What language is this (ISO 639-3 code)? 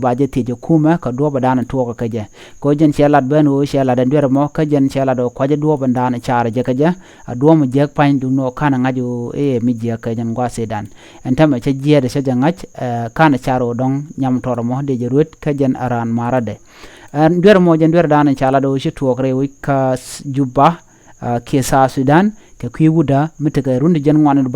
nus